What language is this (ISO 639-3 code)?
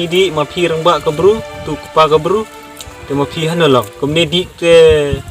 kha